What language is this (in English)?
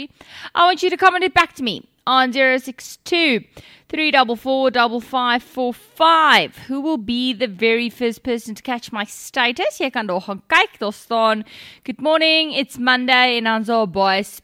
Afrikaans